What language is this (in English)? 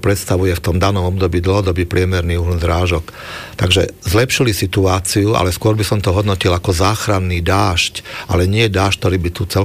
Slovak